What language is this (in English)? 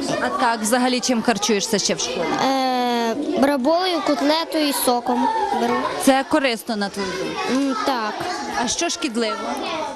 Ukrainian